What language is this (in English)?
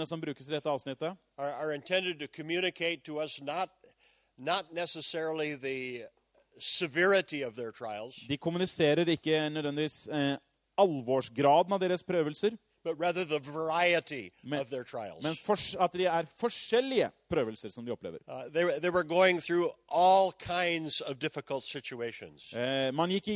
Norwegian